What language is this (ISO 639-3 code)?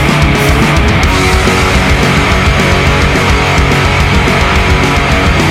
eus